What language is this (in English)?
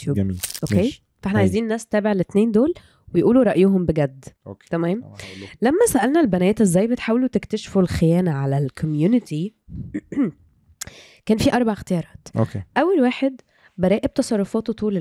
Egyptian Arabic